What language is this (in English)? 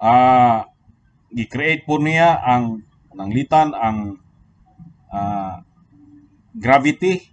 Cebuano